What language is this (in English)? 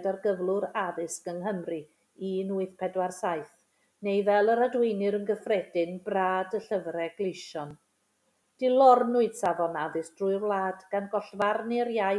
Welsh